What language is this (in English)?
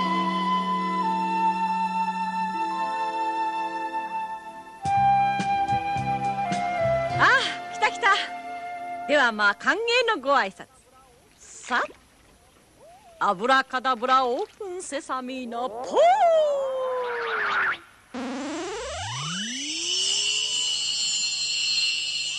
Japanese